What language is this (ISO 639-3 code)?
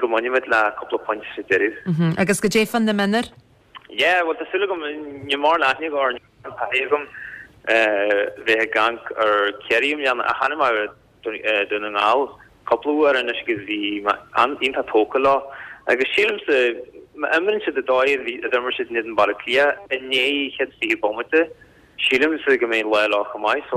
gle